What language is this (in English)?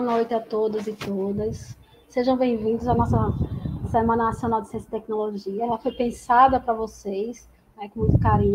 Portuguese